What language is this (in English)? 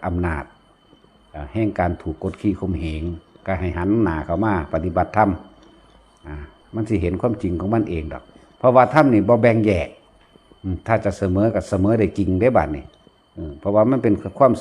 Northeastern Thai